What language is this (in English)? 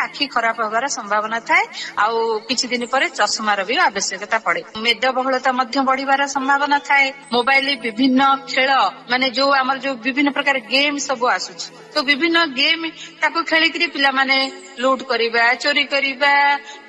Odia